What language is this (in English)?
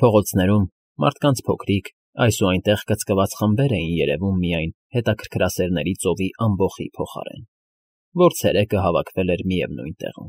Armenian